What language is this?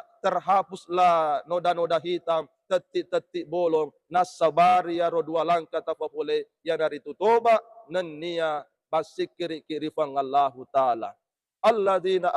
Buginese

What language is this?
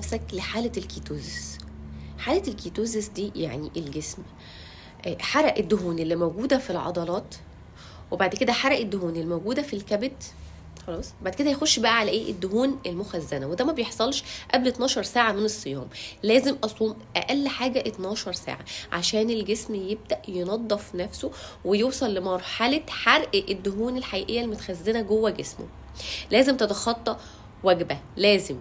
Egyptian Arabic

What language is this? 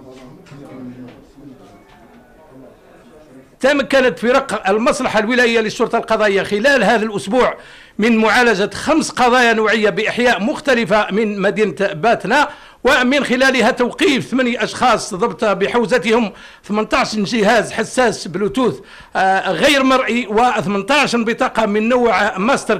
Arabic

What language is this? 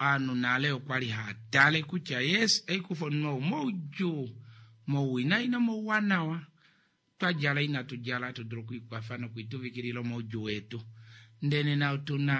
Kuanyama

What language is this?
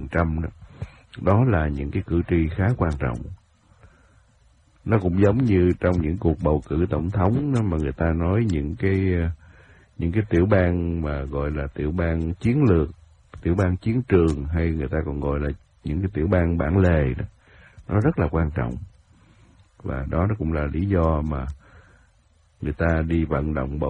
Vietnamese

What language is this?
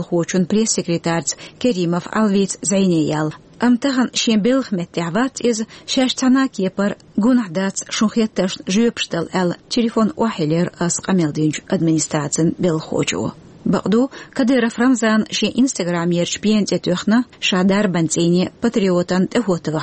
Chechen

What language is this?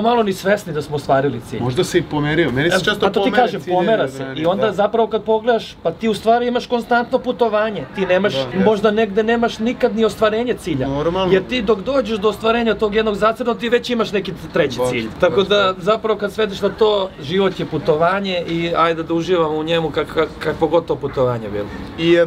Serbian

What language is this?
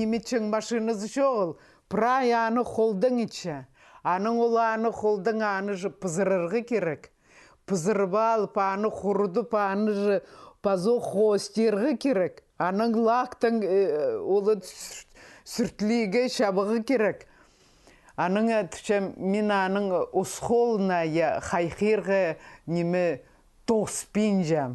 Khakas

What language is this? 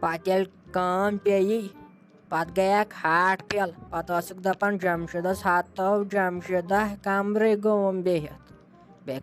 Kashmiri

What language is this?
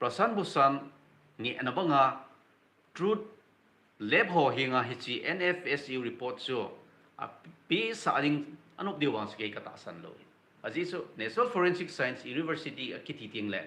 Thado Chin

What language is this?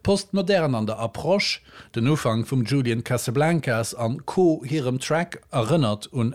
Luxembourgish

